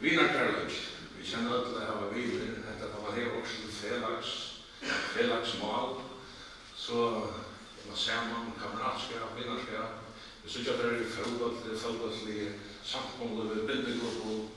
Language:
Faroese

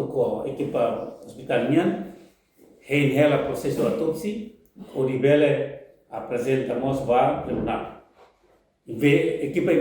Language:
Tetum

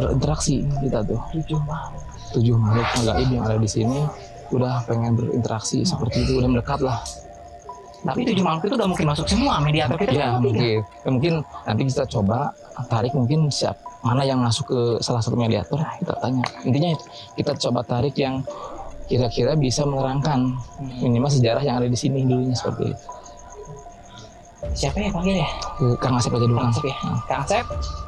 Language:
Indonesian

